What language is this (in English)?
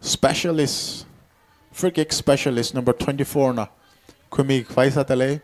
Tangkhul Naga (India)